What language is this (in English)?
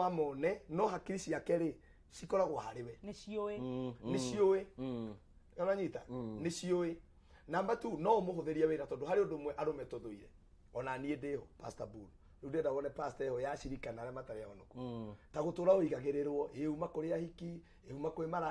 Kikuyu